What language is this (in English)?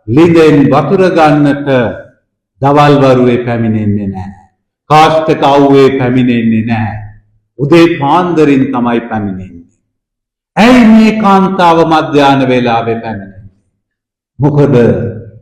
Sinhala